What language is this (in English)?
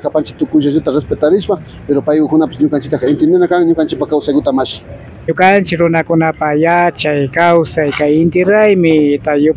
Imbabura Highland Quichua